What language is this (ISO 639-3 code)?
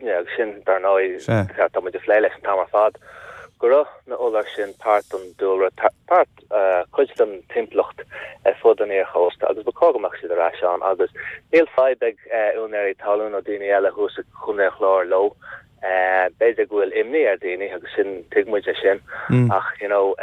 gle